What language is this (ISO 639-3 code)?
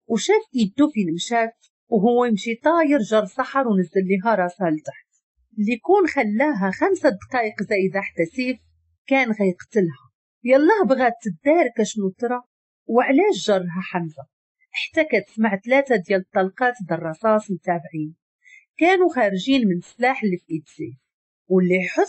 ary